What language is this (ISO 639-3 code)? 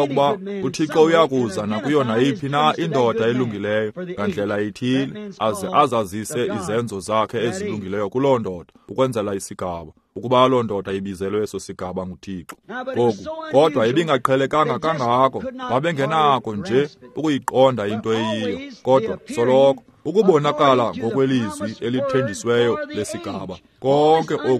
xho